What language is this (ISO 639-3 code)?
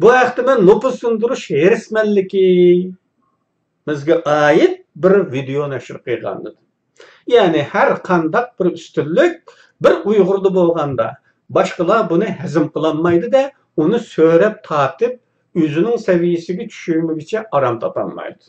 uig